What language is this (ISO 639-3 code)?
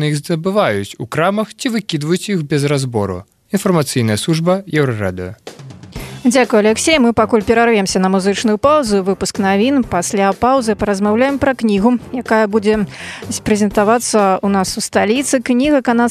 bel